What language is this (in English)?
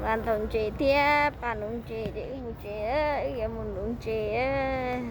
Hmong